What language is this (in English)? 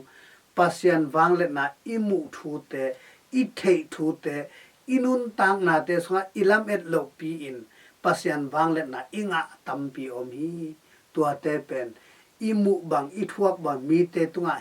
Tedim Chin